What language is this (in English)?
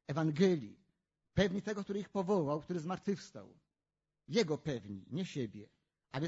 Polish